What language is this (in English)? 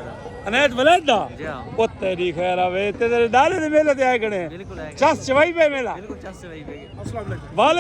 Saraiki